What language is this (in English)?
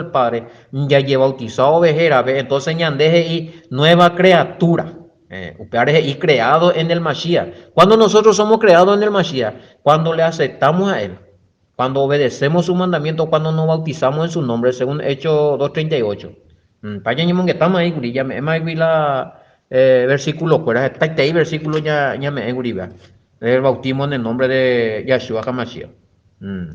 Guarani